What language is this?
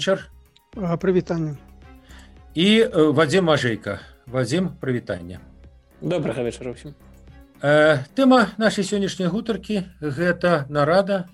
Belarusian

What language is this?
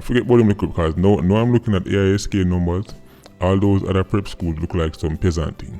Jamaican Creole English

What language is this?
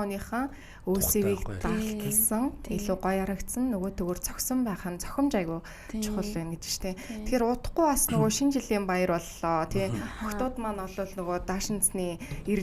Mongolian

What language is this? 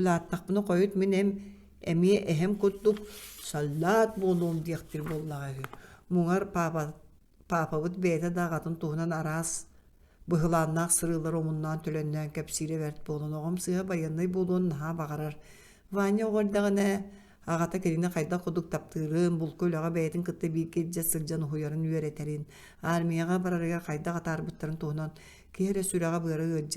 Yakut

